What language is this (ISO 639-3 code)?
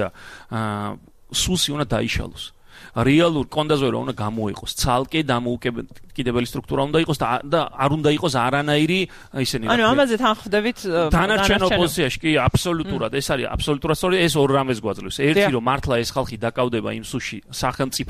kat